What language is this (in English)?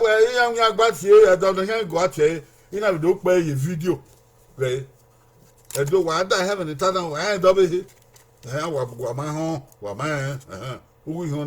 Bini